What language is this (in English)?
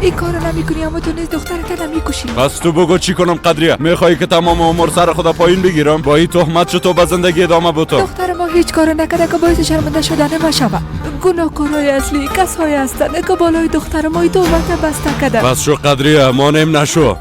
Persian